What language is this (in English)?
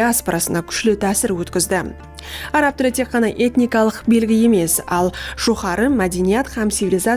Kara-Kalpak